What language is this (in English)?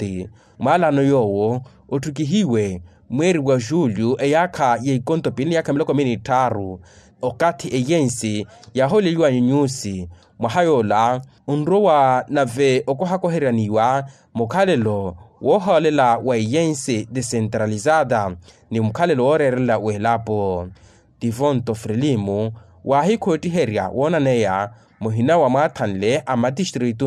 Makhuwa